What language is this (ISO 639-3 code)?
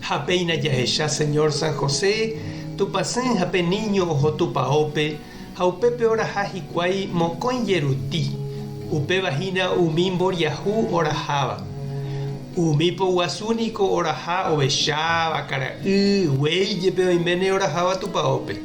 grn